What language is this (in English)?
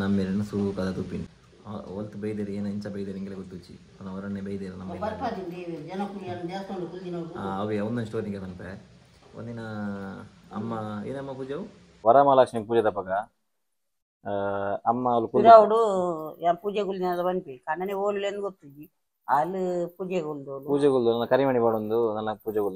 Tulu